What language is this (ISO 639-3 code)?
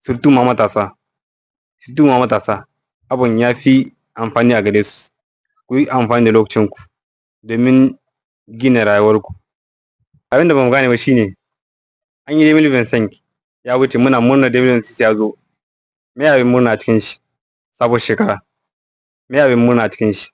hau